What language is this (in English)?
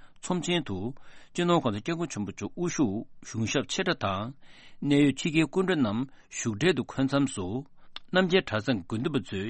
Tibetan